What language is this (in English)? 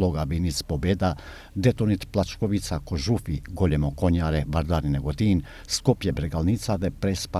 Albanian